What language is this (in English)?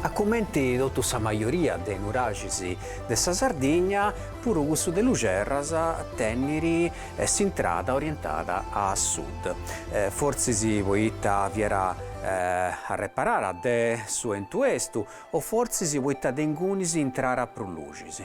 Sardinian